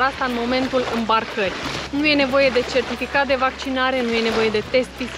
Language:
Romanian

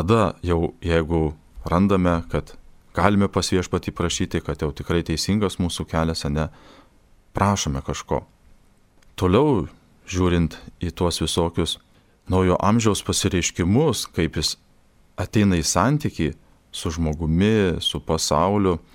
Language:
Lithuanian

